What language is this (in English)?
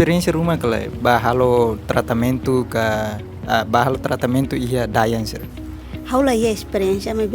Tetum